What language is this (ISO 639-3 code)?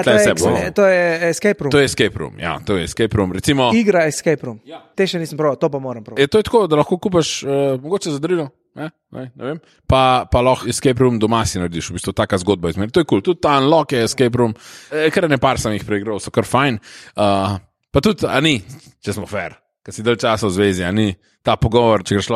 slv